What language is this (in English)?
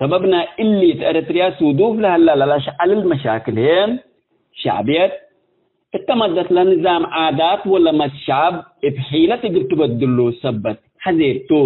Tigre